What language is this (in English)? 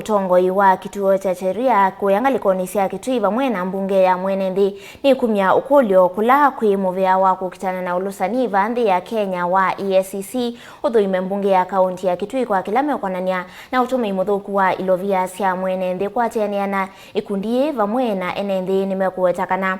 Kamba